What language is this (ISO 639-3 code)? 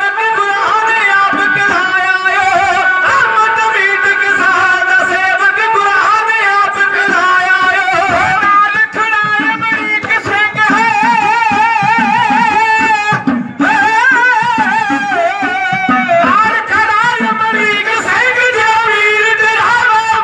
pan